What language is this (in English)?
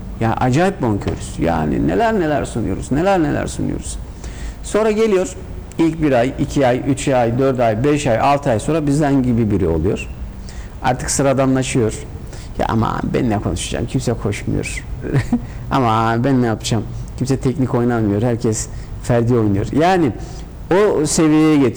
Turkish